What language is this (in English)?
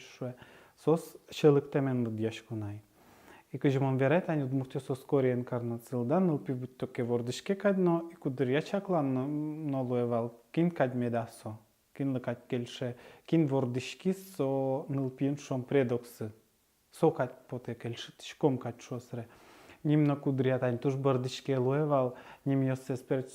Udmurt